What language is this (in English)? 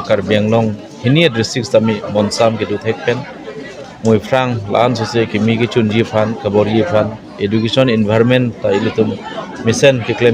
Karbi